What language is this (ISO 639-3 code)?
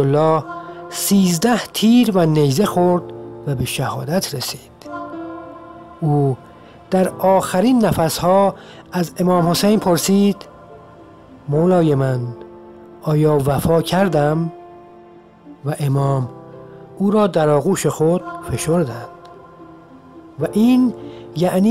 fas